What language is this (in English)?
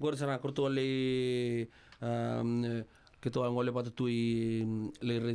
Fijian